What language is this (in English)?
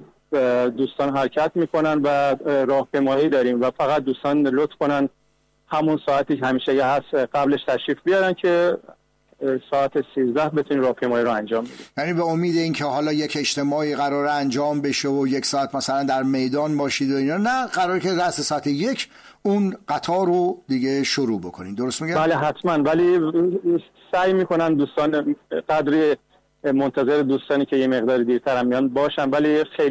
Persian